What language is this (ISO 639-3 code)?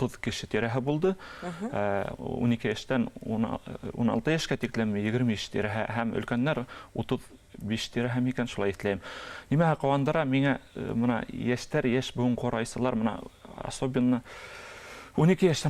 bak